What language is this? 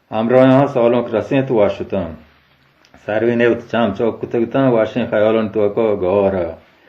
Baluchi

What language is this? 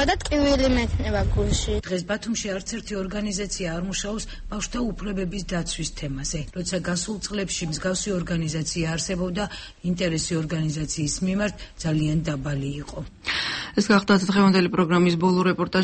Georgian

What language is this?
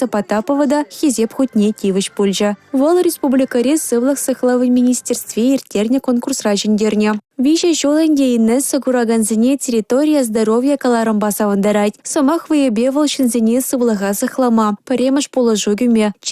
Chuvash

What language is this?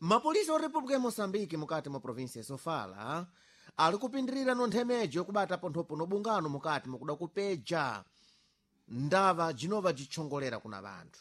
Sena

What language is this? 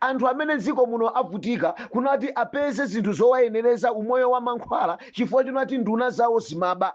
Nyanja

